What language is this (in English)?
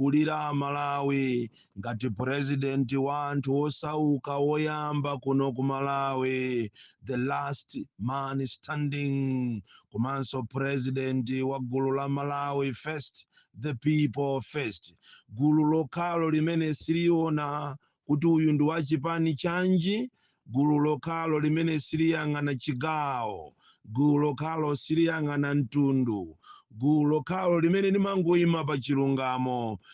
Nyanja